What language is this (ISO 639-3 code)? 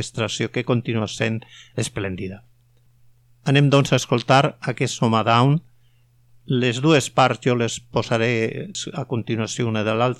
cat